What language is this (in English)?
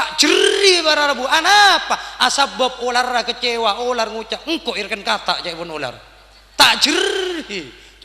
Madurese